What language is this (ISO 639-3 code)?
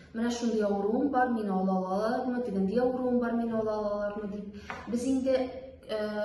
tat